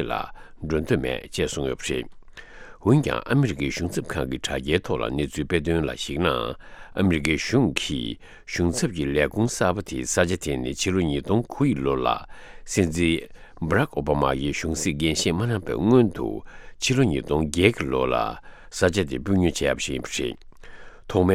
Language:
Tibetan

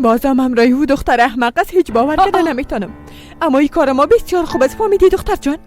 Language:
Persian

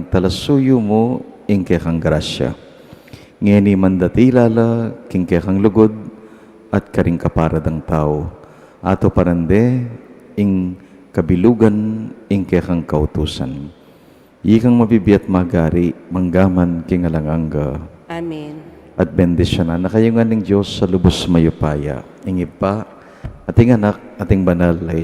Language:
Pampanga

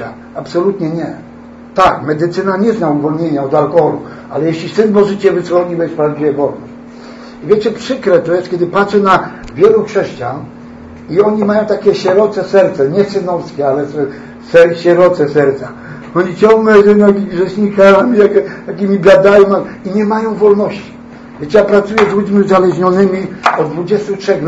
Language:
Polish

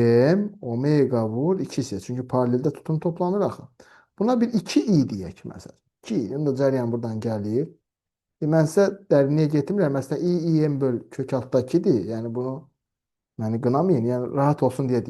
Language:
Azerbaijani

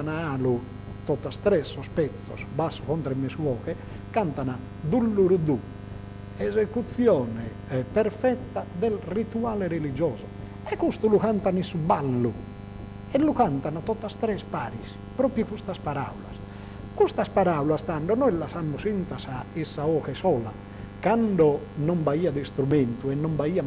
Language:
Sardinian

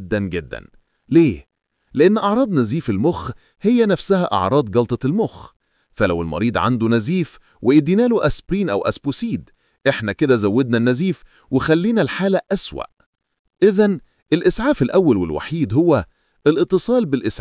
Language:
Egyptian Arabic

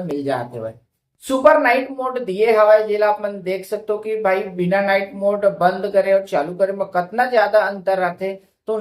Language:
Chhattisgarhi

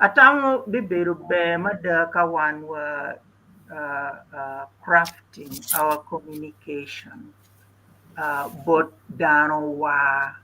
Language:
Acoli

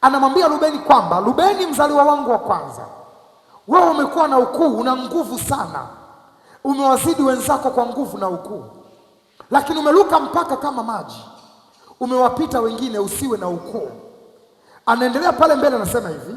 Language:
Swahili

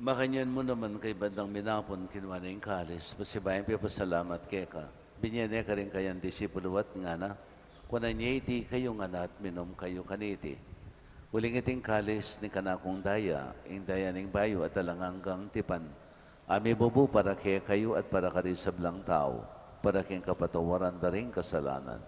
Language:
Pampanga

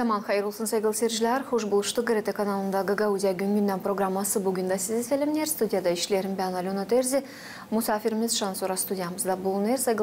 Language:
Gagauz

